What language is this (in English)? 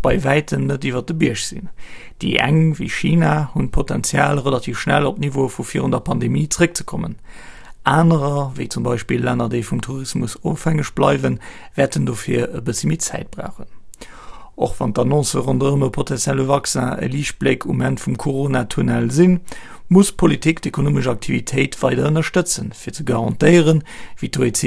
Luxembourgish